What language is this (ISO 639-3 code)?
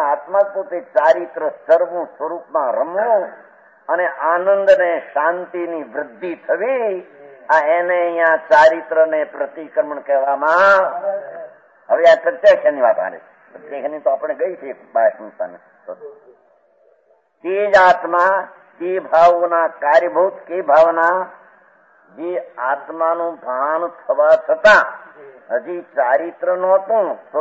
guj